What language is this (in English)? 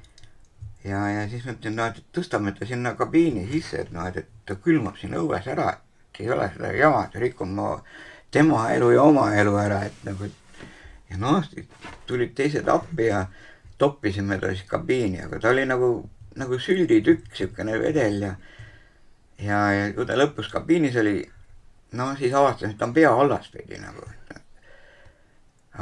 Estonian